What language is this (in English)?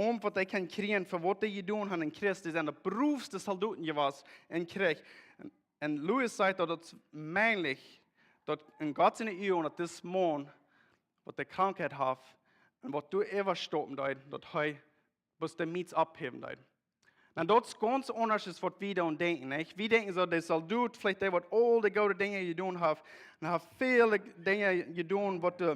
Plautdietsch